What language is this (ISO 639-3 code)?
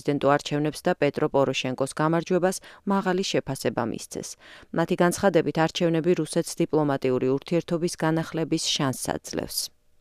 kat